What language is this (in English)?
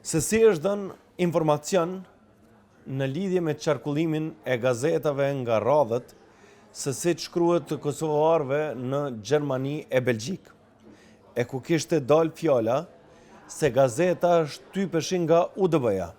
Albanian